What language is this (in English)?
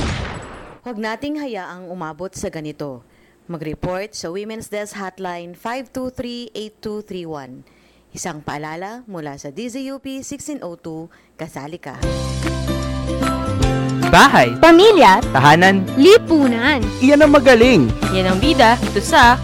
Filipino